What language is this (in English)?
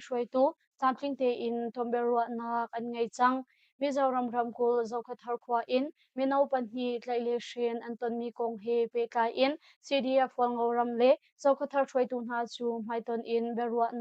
Hakha Chin